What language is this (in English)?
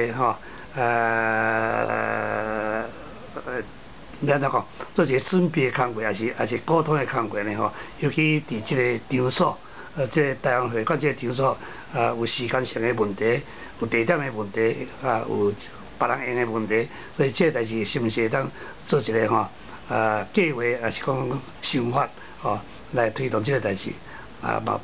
Min Nan Chinese